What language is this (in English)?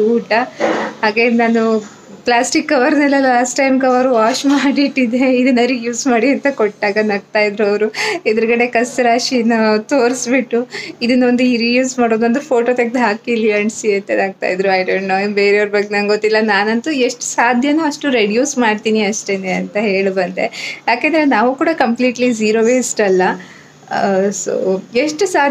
Kannada